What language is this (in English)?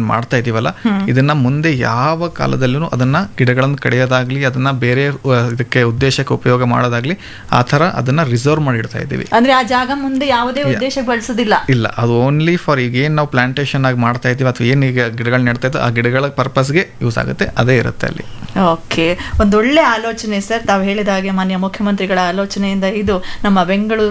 Kannada